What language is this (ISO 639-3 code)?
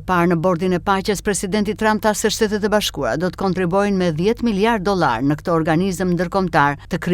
sqi